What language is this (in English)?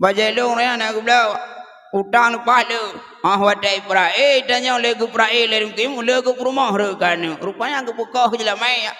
Achinese